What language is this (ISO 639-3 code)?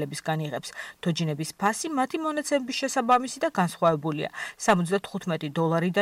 kat